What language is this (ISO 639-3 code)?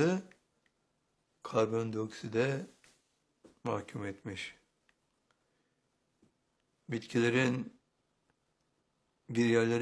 tur